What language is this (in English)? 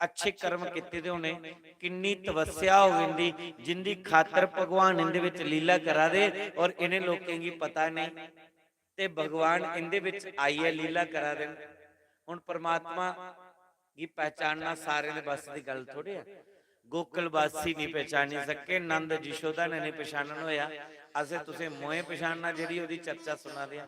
Dogri